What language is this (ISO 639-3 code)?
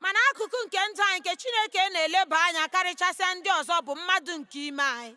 ibo